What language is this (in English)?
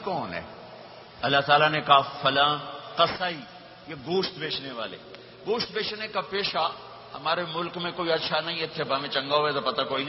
Urdu